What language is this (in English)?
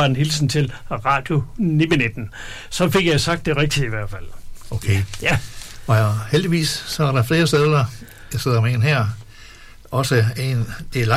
Danish